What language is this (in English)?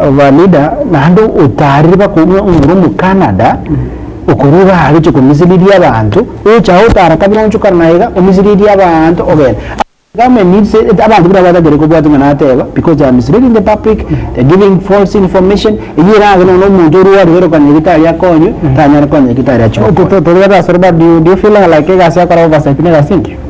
Gusii